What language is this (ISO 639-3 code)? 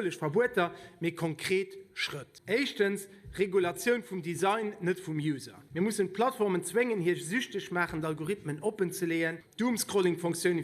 ltz